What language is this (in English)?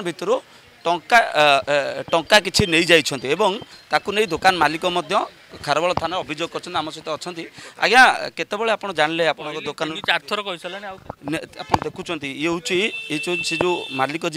Odia